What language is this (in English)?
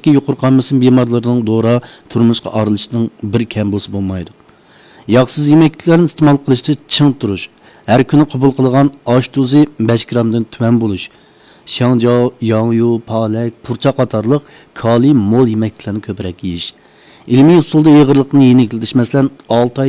Uyghur